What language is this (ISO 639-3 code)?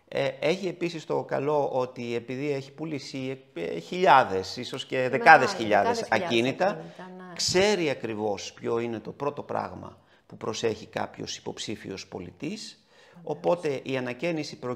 ell